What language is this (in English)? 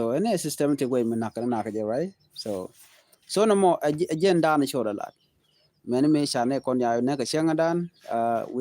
Nuer